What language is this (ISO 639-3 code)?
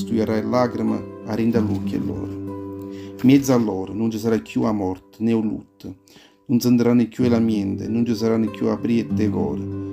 nap